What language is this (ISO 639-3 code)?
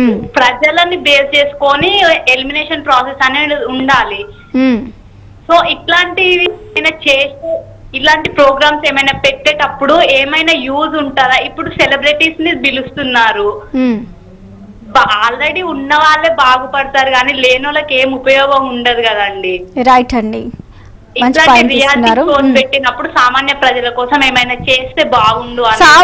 tel